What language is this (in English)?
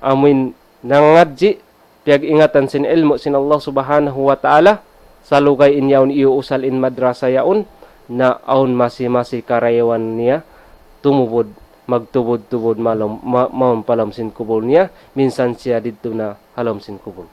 Tausug